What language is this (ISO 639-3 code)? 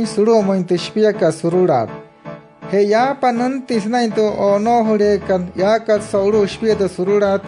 guc